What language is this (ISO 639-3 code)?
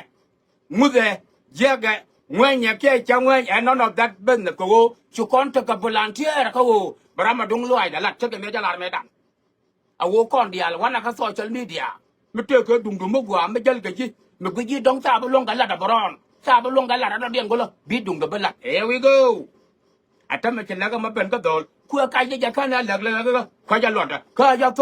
nus